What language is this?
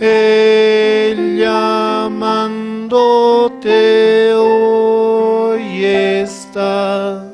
South Bolivian Quechua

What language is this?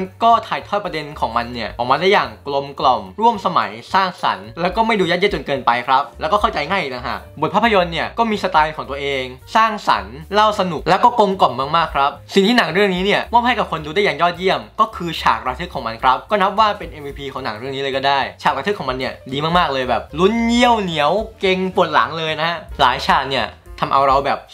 Thai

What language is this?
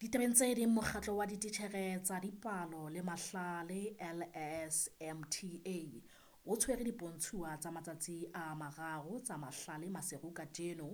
Southern Sotho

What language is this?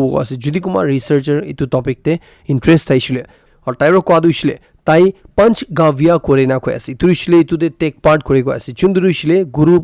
Naga Pidgin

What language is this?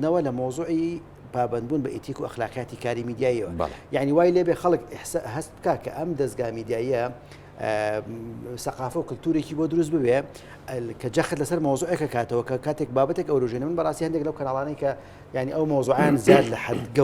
Central Kurdish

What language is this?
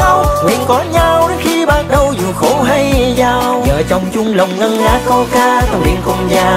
Vietnamese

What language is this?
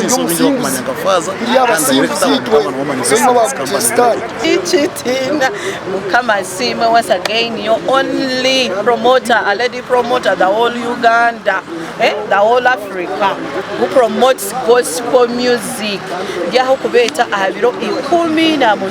Nyankole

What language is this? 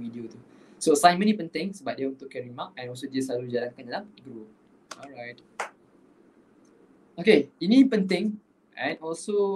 Malay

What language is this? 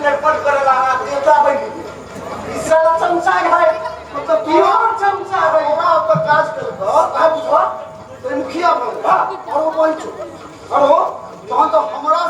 Maithili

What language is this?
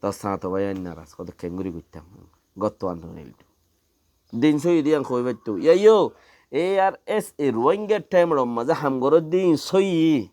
Rohingya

